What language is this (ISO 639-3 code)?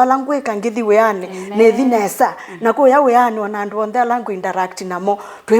kam